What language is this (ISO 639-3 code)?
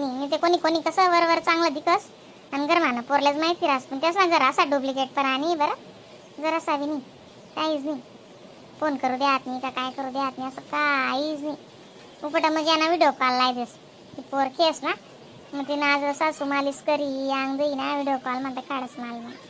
khn